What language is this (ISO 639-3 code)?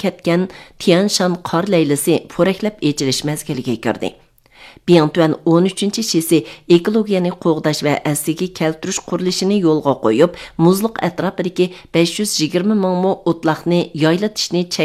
uig